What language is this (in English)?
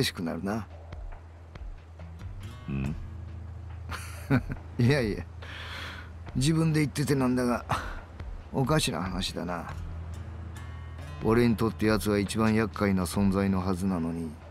Japanese